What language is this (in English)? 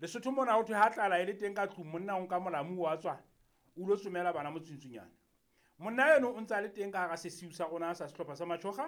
Southern Sotho